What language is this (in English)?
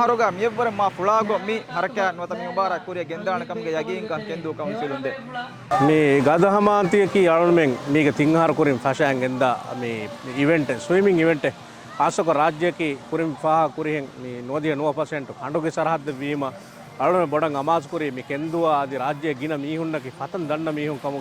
Divehi